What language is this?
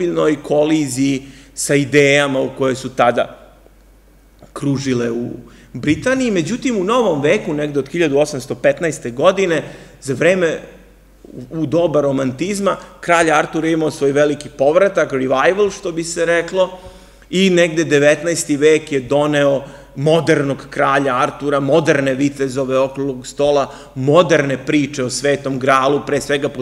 Serbian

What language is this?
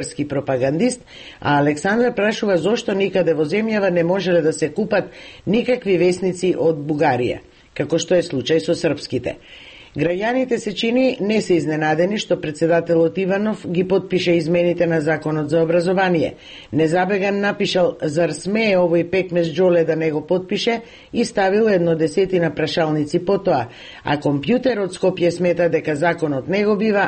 Macedonian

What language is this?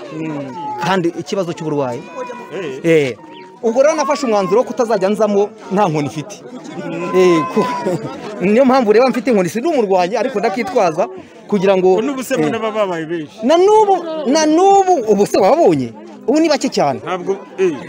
Kinyarwanda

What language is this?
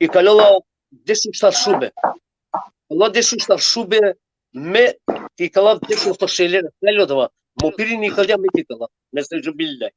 Balkan Romani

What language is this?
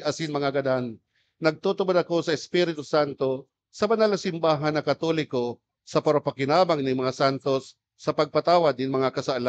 Bikol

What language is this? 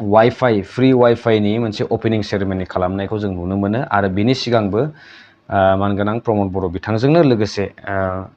Bodo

